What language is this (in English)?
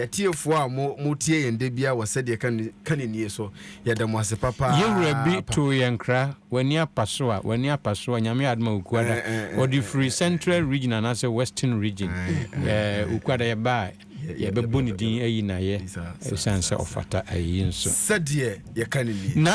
Akan